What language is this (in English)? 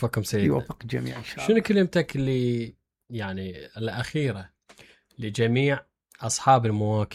Mesopotamian Arabic